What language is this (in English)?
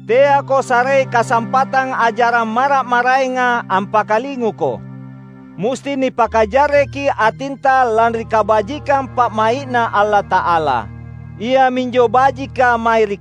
Makasar